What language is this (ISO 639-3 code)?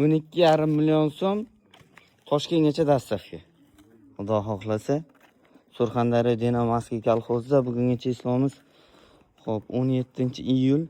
uzb